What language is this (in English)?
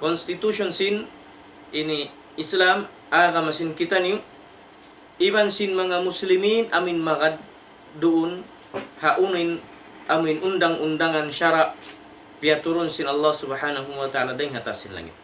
Tausug